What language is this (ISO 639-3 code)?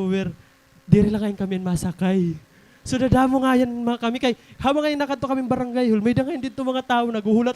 war